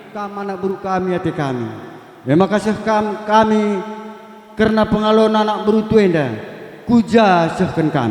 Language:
Batak Karo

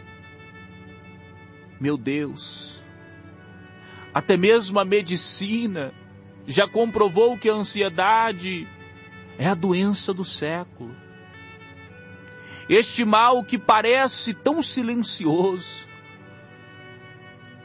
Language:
Portuguese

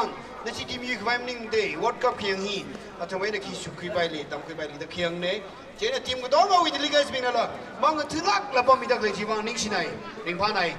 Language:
Tangkhul Naga (India)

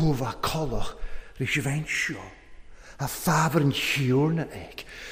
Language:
Welsh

